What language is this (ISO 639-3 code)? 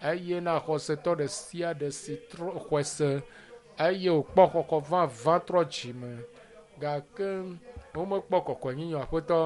ewe